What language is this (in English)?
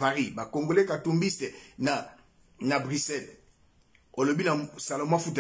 Lingala